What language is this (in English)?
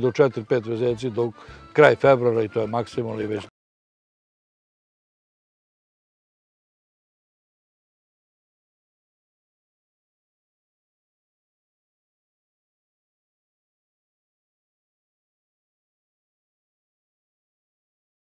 Serbian